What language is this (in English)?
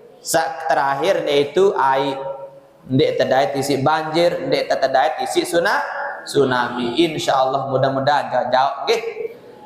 Sasak